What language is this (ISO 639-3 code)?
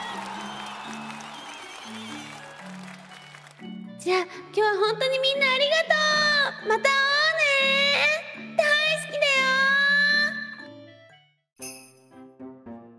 jpn